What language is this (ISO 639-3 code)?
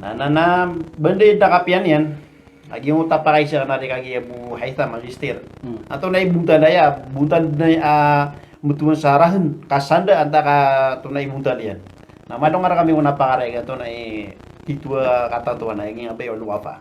mrw